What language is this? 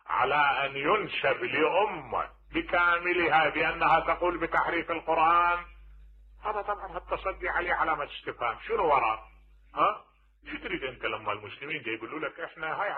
Mesopotamian Arabic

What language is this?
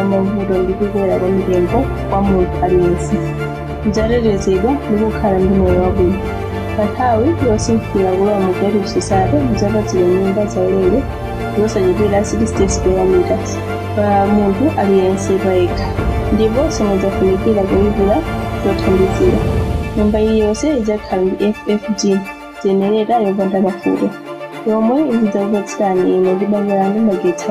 Nyanja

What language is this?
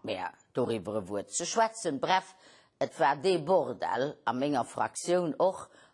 Luxembourgish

